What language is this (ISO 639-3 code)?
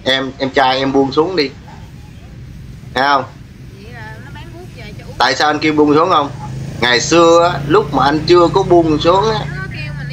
vie